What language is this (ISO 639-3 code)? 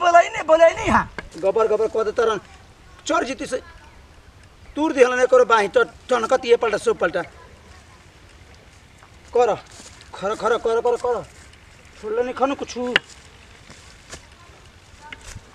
bho